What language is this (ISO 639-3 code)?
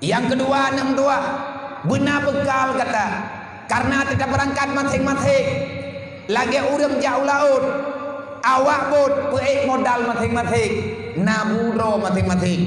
ace